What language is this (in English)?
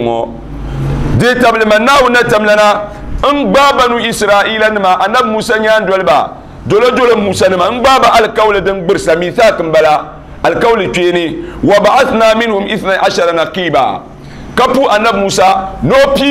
Dagbani